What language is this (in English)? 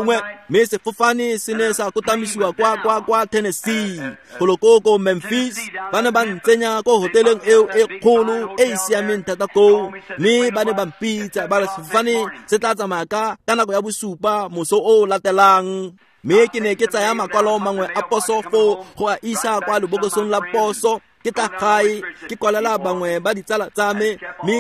Tswana